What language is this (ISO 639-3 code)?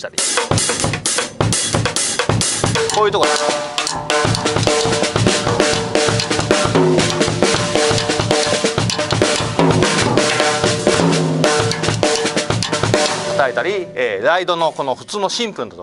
jpn